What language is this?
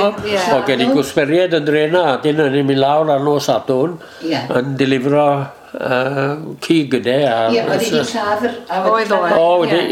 Welsh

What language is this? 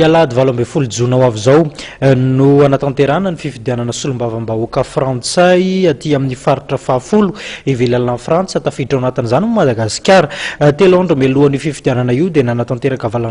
Malagasy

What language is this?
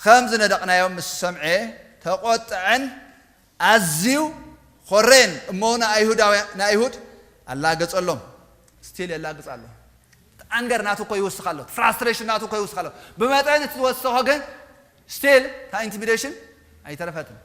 Tigrinya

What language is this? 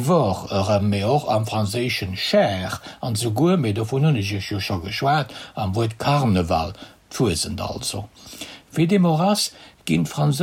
Luxembourgish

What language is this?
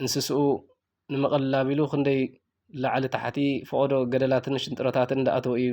Tigrinya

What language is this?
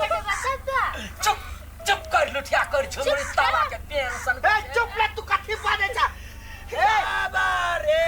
Maithili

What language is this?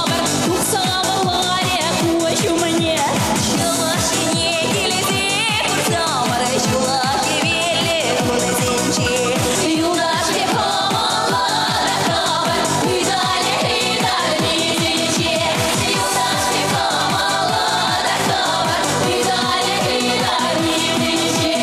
Chuvash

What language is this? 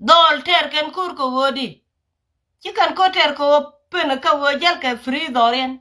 Nuer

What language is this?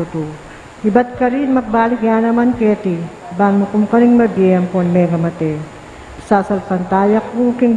Pampanga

